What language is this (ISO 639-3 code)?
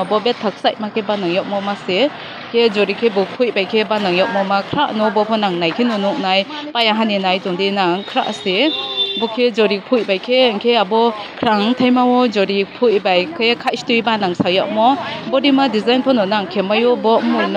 trp